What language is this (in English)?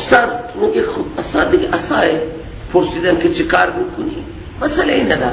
Persian